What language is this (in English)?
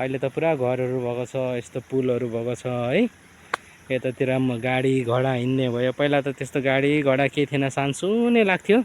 Nepali